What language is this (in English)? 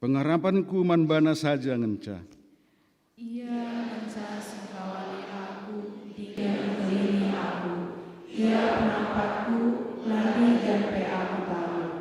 Batak Karo